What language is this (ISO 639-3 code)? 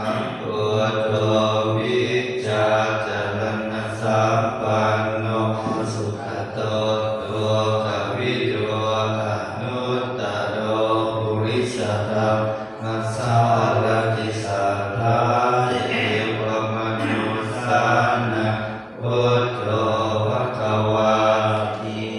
pli